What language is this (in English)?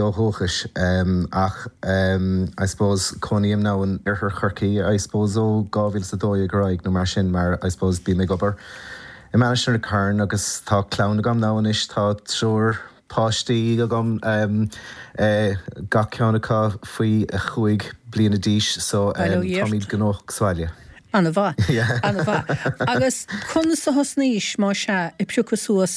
Irish